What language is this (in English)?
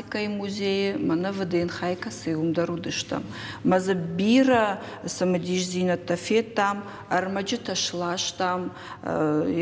Ossetic